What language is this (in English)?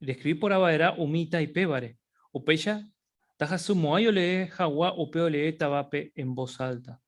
Guarani